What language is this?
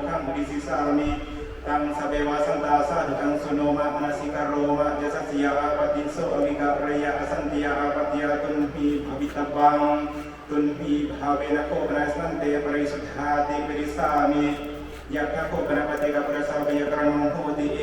Pali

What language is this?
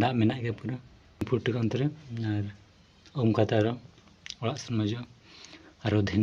Santali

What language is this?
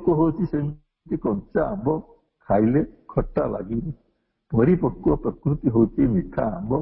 Odia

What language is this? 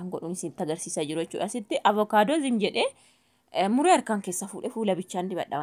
Oromo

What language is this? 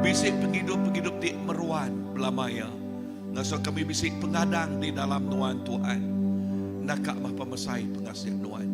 Iban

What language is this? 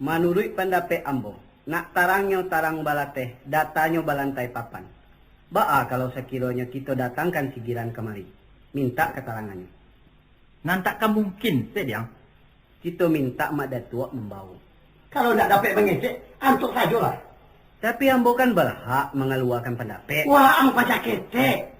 Minangkabau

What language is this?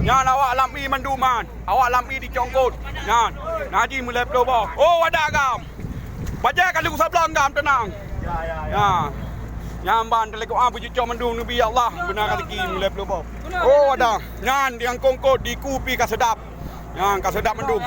Achinese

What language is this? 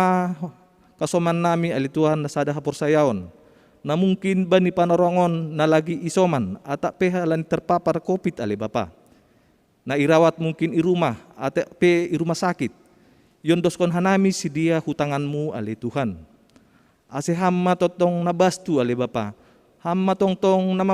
Batak Simalungun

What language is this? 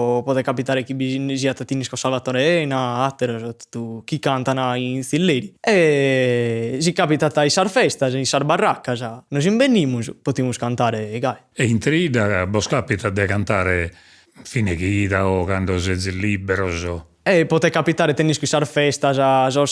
Sardinian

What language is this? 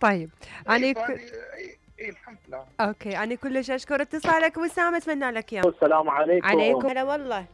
Mesopotamian Arabic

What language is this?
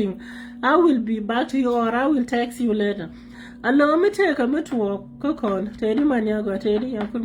Nuer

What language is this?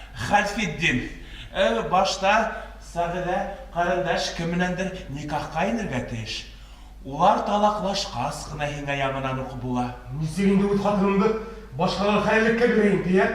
Bashkir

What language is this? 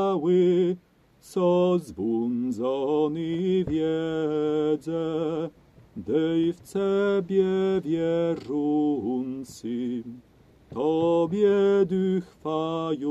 Kashubian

